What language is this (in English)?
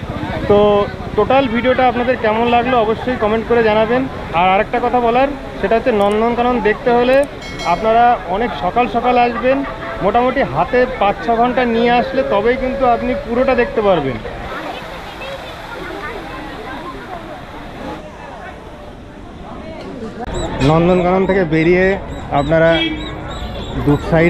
Bangla